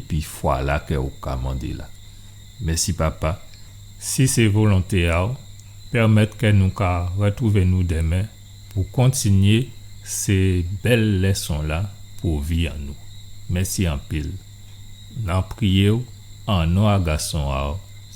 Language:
Guadeloupean Creole French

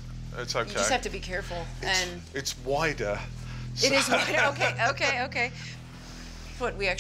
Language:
English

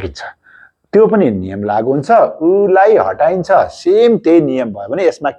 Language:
Nepali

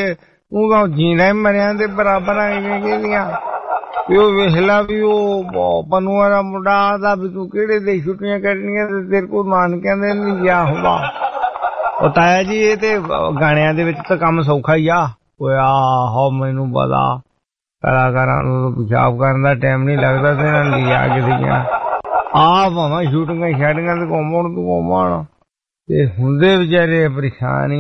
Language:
Punjabi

